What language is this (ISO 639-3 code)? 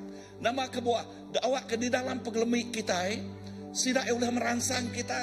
iba